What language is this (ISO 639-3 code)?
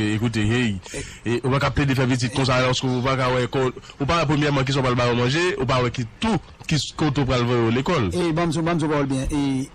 hat